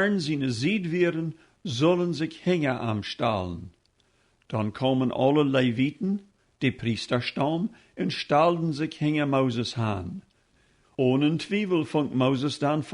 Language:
Plautdietsch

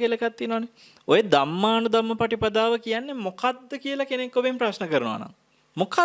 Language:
Sinhala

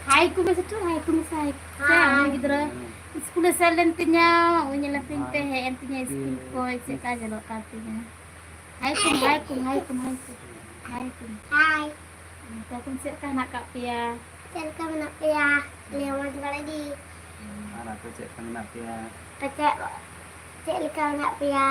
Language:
Santali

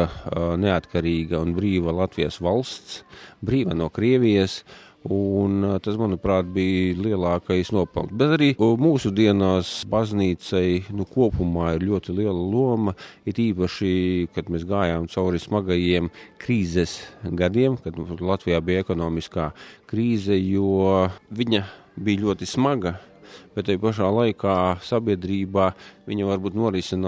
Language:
Latvian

